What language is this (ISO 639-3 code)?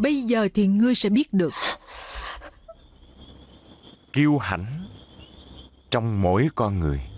vie